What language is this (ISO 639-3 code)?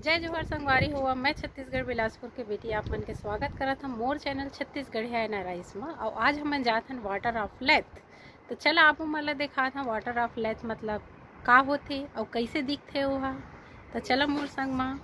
hne